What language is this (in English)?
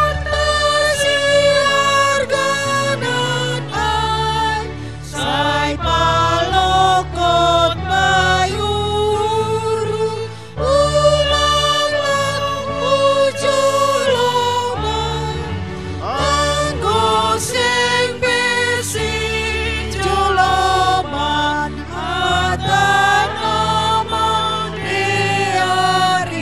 Batak Simalungun